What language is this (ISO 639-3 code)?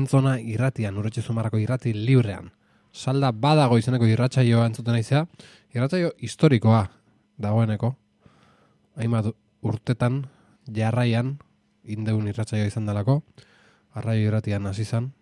eus